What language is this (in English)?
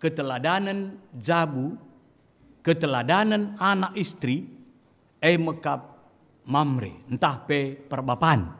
Batak Karo